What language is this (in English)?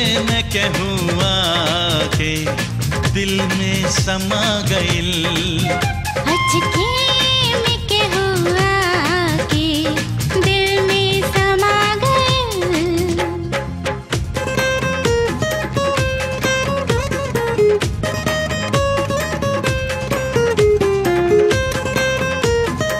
Bhojpuri